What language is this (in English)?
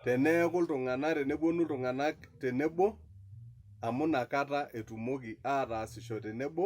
Masai